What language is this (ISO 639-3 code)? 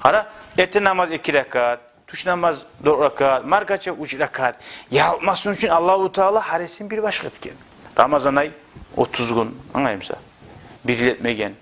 kum